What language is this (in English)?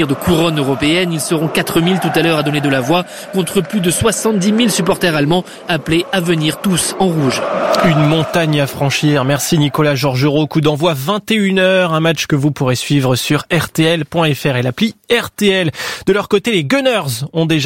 French